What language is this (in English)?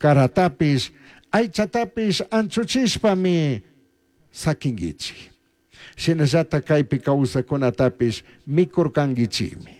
Chimborazo Highland Quichua